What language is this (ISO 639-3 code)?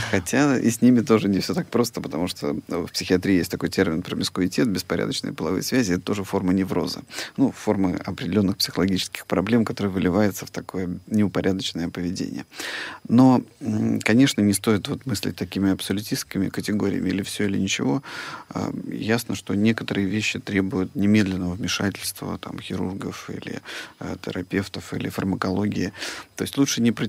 rus